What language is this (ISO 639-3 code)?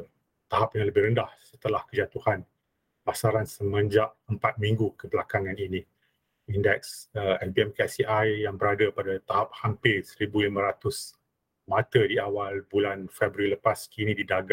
msa